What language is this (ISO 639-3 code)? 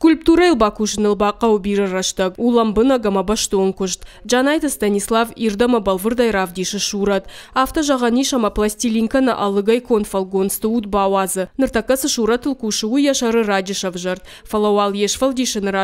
oss